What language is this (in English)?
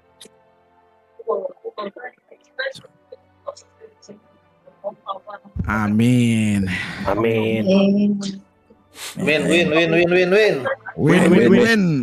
Indonesian